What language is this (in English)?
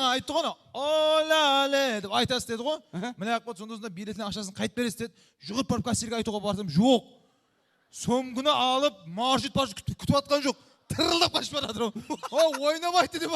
Kara-Kalpak